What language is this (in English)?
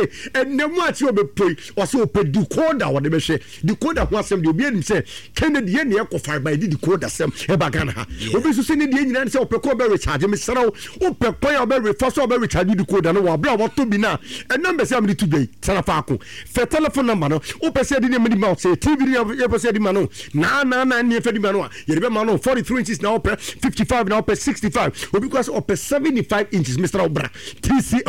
Akan